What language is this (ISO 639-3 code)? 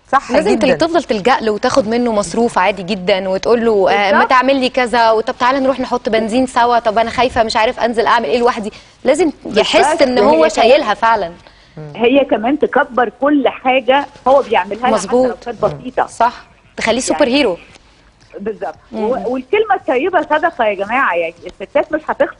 arz